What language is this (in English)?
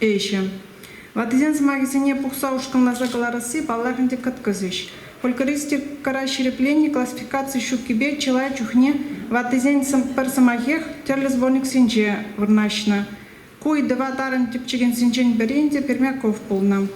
Chuvash